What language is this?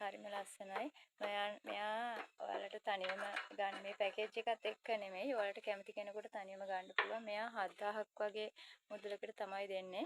Sinhala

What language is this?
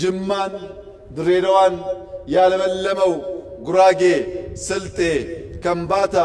Amharic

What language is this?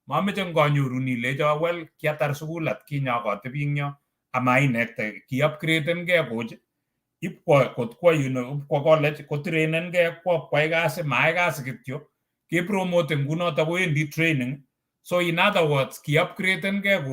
Kalenjin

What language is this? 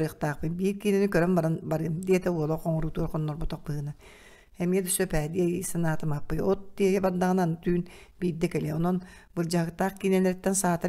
Yakut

